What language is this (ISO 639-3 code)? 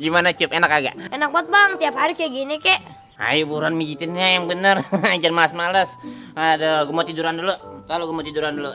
bew